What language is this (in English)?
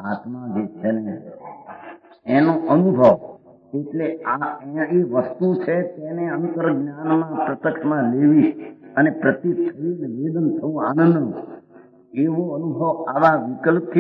Gujarati